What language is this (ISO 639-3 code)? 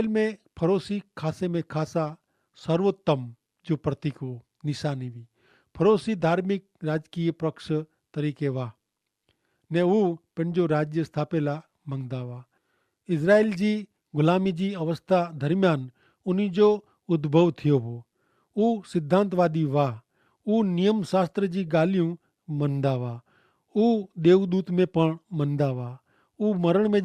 kfr